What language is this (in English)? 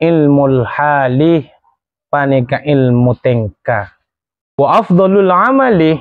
Madurese